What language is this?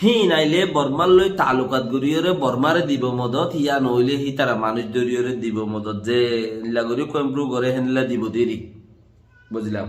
Rohingya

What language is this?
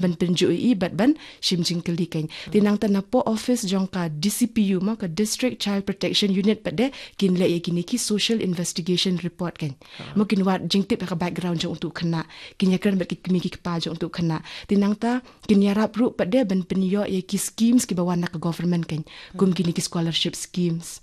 Khasi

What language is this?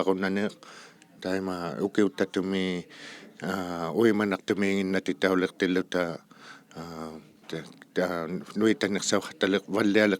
Inuktitut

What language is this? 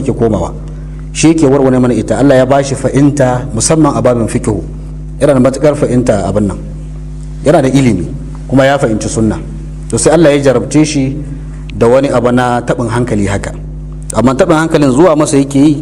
Hausa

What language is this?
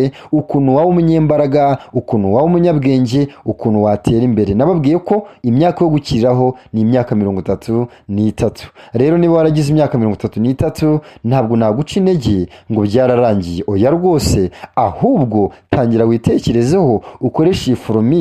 Kinyarwanda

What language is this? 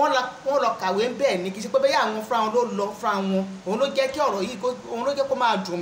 Yoruba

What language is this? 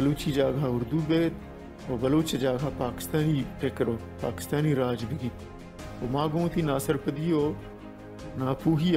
Baluchi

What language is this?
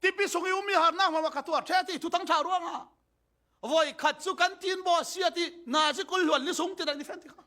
Falam Chin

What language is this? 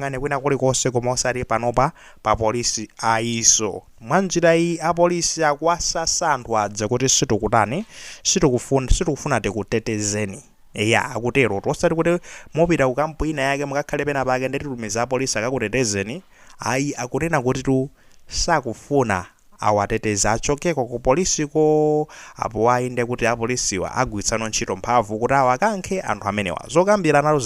Nyanja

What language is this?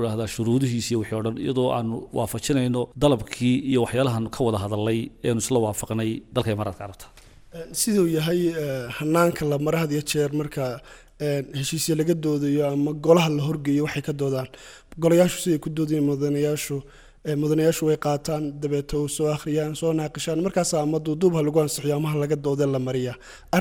Somali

